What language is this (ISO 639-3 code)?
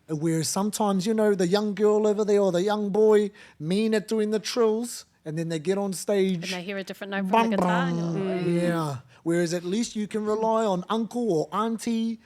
mri